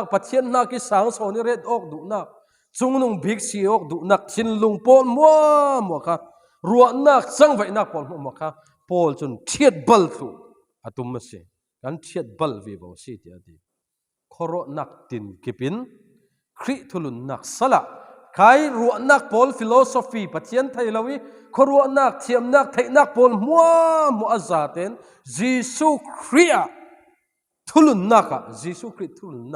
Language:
Falam Chin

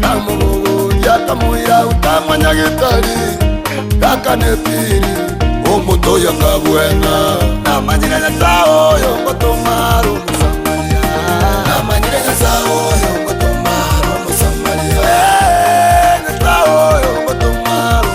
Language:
Gusii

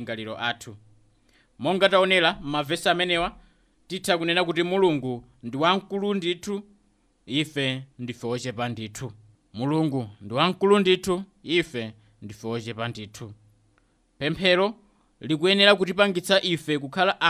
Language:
Nyanja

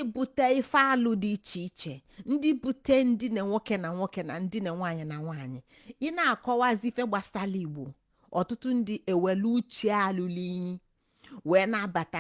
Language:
Igbo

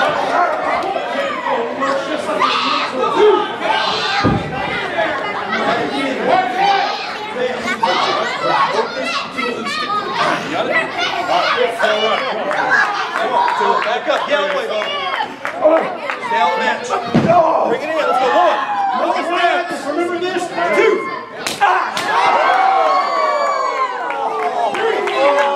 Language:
English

